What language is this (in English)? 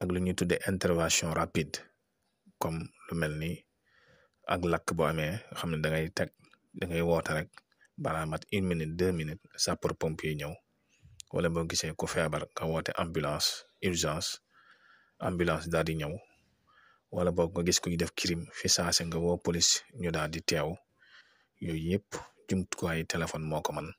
Wolof